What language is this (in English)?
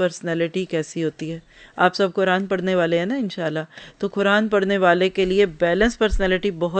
Urdu